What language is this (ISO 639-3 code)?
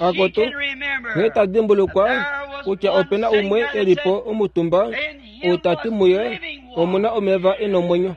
kua